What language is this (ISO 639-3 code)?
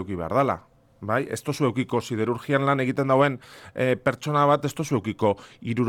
eus